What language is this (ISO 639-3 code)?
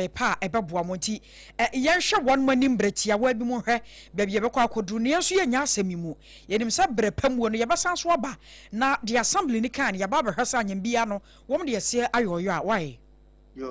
aka